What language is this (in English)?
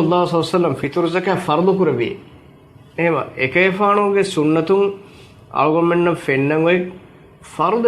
Divehi